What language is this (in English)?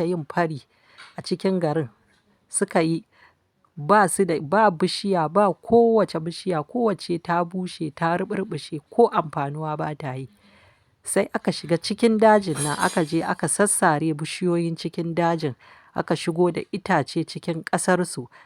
Hausa